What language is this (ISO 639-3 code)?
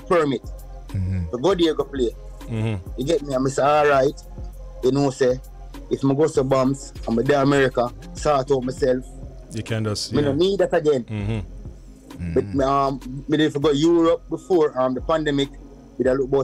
jam